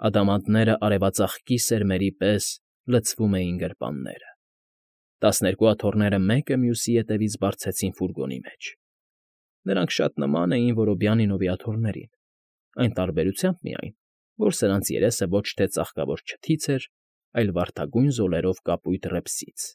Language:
Armenian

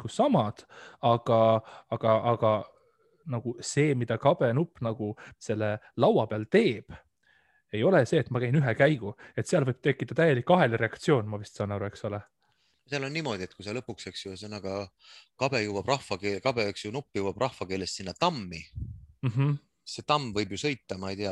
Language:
Estonian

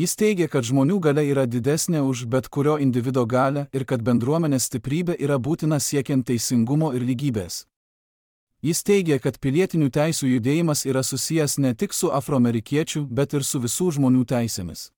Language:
Lithuanian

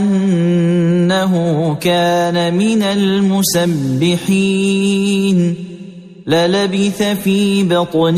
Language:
Arabic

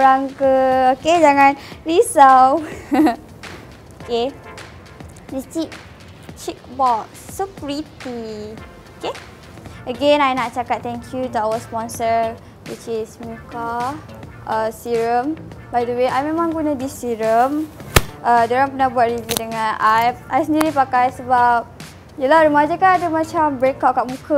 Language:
Malay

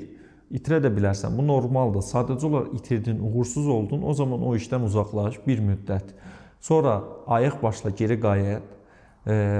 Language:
Azerbaijani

